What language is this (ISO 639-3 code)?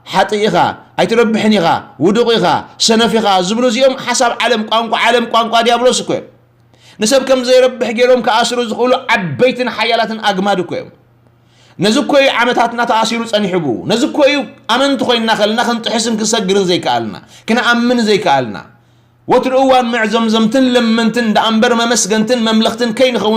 tir